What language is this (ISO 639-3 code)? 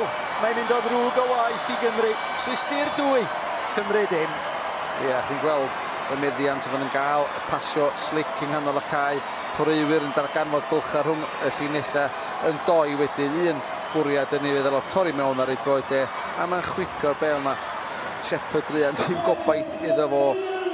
cym